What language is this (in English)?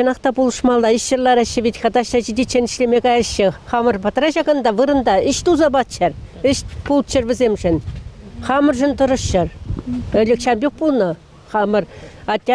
Chuvash